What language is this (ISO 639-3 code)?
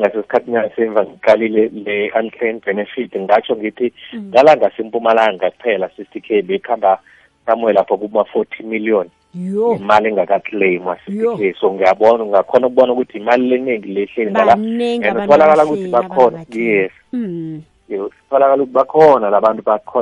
nbl